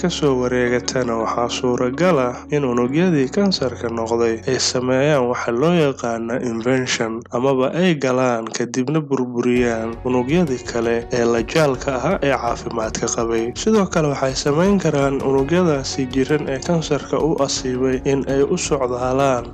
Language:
Somali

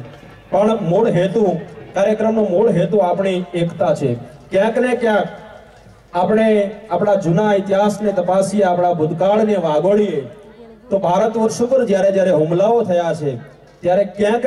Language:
Gujarati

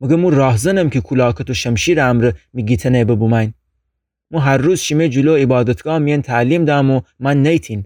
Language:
Gilaki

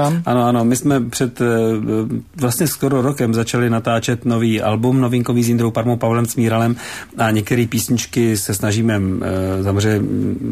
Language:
Czech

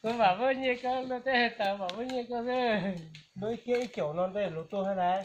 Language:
Hmong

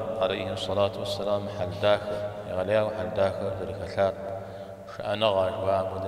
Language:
Kabardian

